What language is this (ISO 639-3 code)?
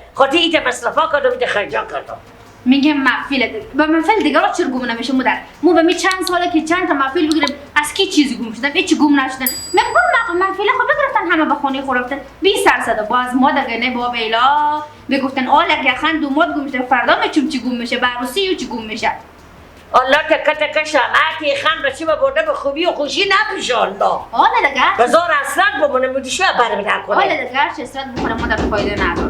fas